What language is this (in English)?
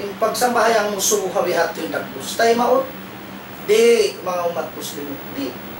Tausug